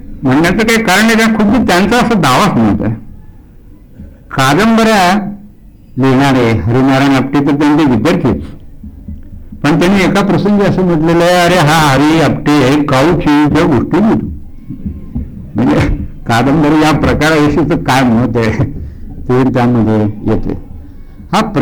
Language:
Marathi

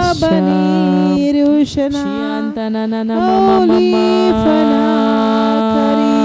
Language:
Tem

